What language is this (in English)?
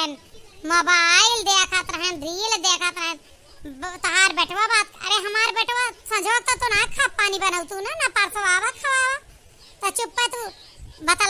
Awadhi